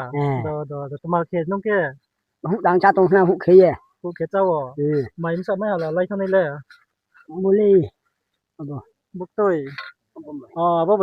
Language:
Riang (India)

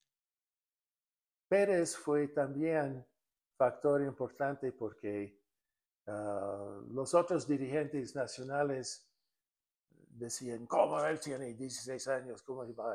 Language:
Spanish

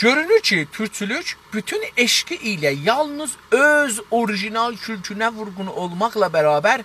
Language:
South Azerbaijani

